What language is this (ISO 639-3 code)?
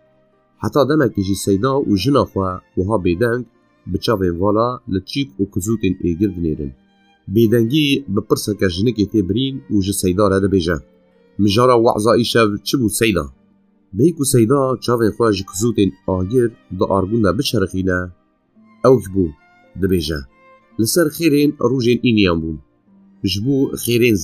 kur